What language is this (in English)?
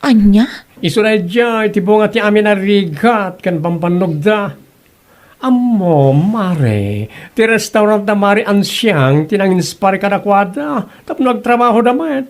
Iloko